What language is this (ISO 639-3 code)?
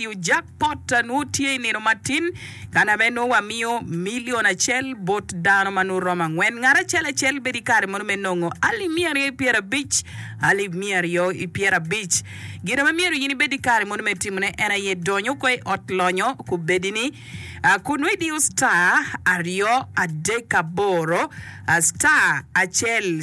ach